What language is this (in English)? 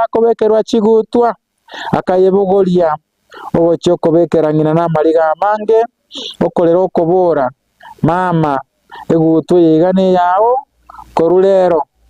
Gusii